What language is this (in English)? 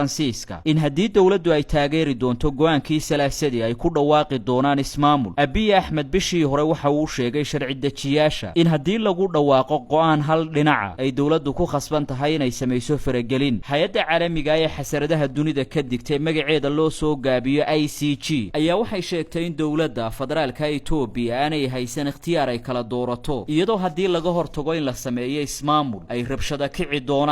Somali